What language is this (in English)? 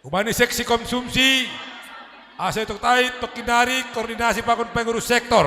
Batak Simalungun